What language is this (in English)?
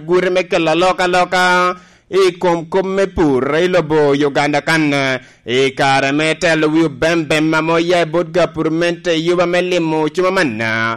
Lango (Uganda)